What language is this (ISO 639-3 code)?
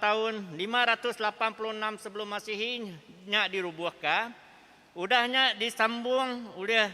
iba